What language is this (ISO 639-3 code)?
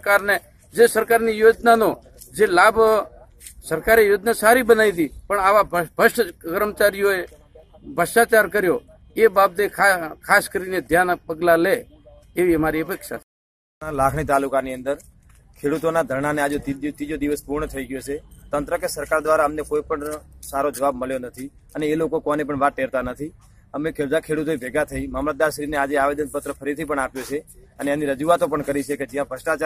guj